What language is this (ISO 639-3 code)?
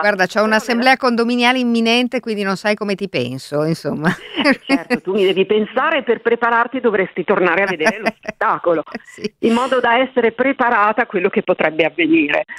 ita